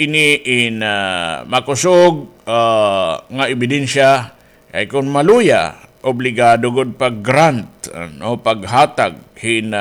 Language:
Waray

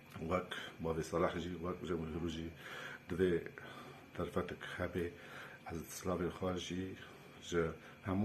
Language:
Kurdish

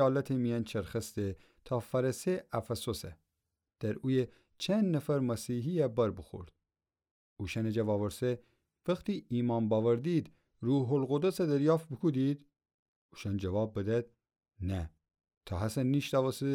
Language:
Gilaki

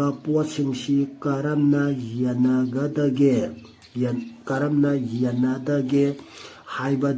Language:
Manipuri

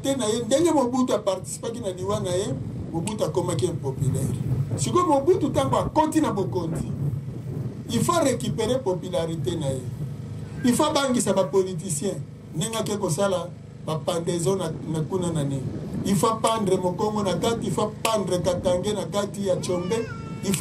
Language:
Lingala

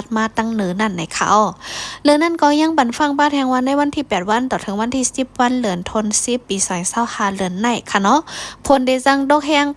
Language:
Shan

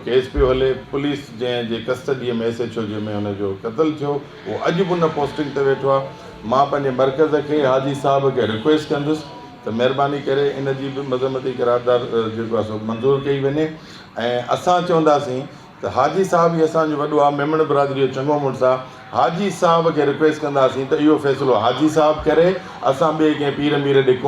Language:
Sindhi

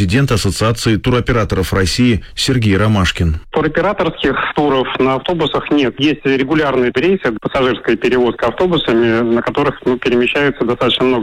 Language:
Russian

